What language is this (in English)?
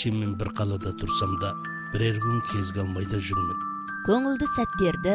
Kazakh